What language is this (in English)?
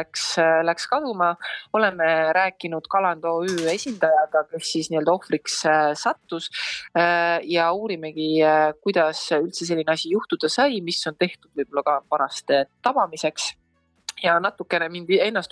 Estonian